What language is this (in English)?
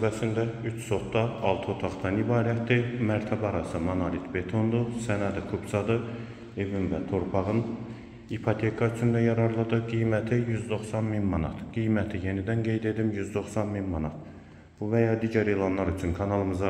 Azerbaijani